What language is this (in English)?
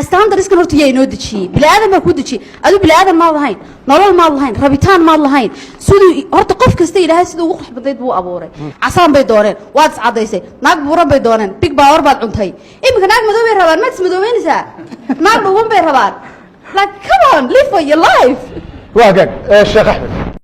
Somali